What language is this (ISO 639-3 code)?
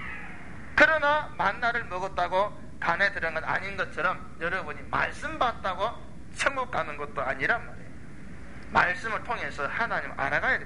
kor